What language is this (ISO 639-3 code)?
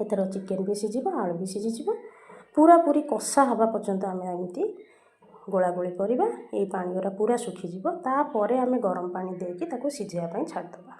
ori